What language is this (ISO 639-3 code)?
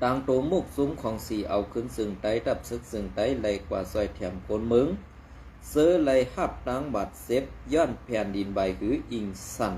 shn